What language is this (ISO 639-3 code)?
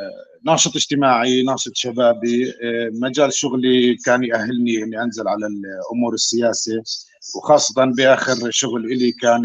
apc